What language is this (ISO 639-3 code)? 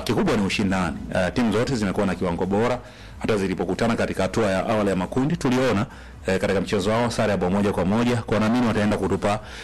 swa